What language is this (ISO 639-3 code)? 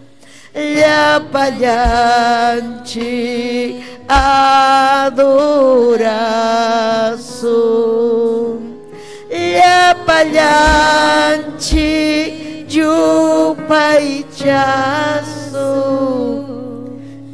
quy